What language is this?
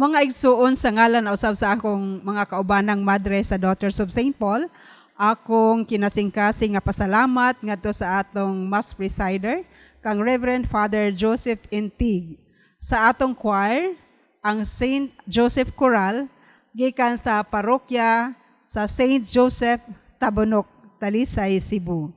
Cebuano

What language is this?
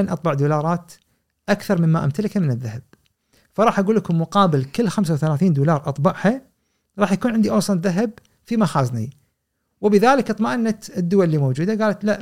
Gulf Arabic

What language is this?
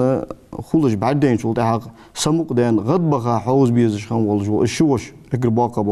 Ingush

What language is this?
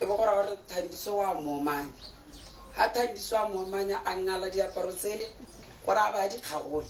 Tswana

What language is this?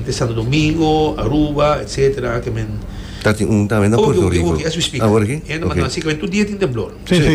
Papiamento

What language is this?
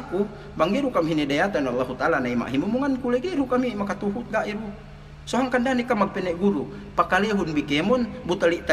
Yakan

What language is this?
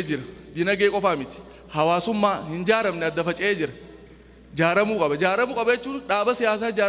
Oromo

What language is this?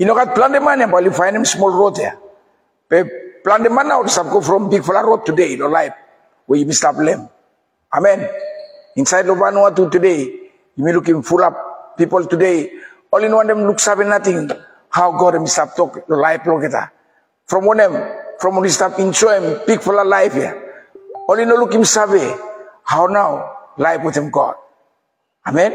Bislama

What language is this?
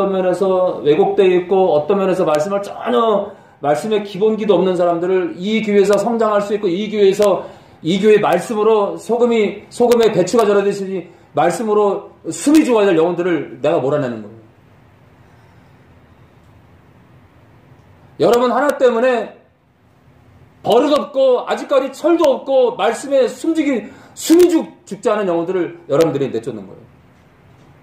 Korean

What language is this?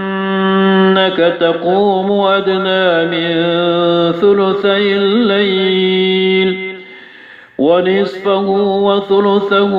Maranao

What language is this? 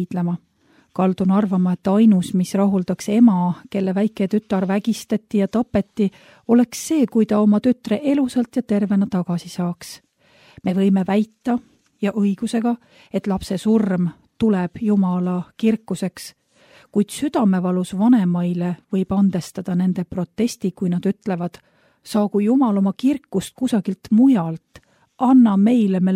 Estonian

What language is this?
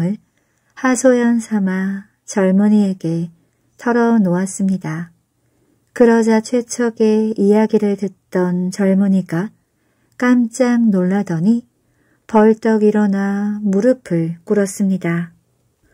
Korean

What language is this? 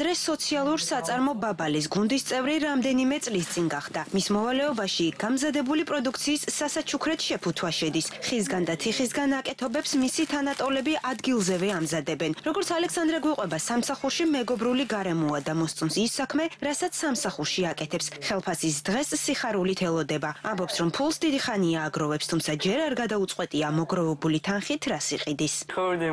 Georgian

